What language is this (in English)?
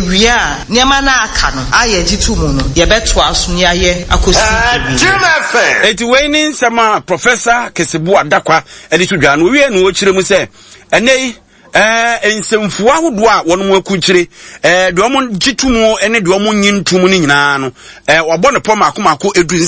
Akan